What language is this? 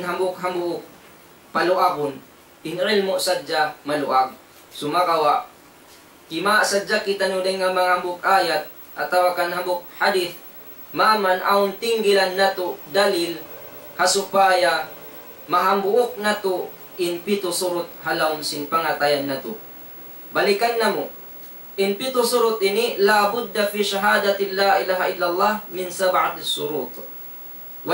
Tausug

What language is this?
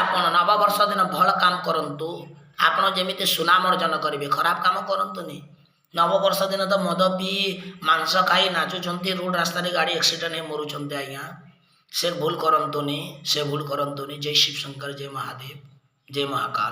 Odia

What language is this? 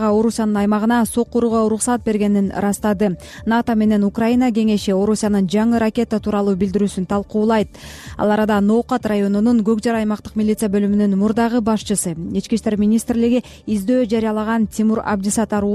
Kyrgyz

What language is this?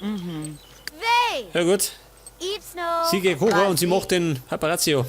Bavarian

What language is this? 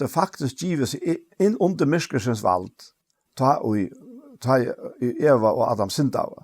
Faroese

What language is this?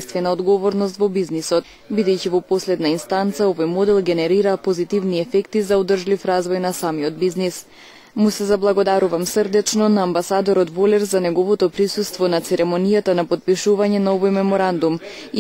Macedonian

